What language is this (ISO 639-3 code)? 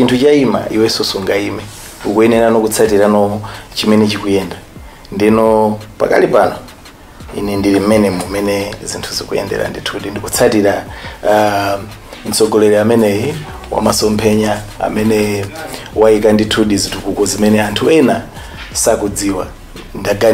nya